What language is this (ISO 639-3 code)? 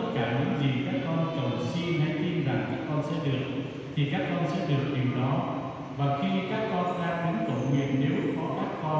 vie